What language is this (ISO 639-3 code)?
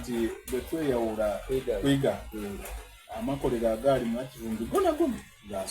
xog